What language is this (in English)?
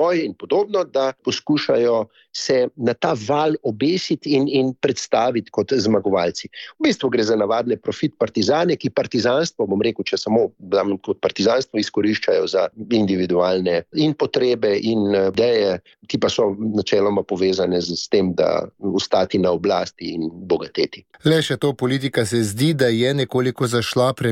Slovenian